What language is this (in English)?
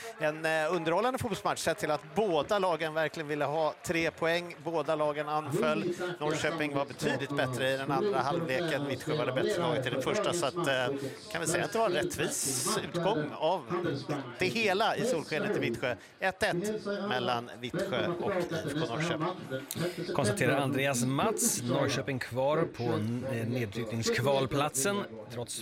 Swedish